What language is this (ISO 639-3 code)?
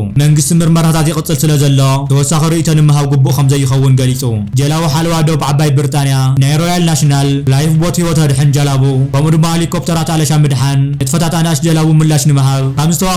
tir